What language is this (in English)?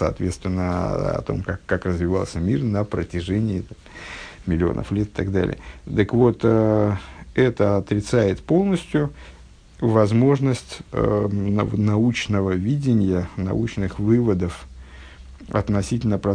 Russian